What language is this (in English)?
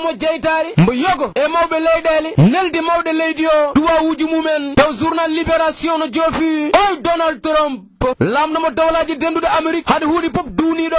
Fula